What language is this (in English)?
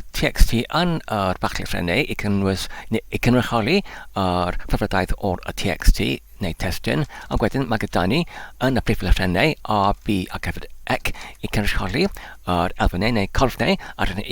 Welsh